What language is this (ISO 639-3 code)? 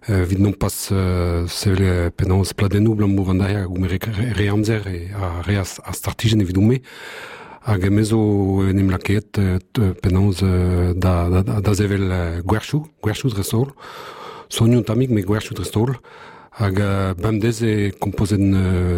bre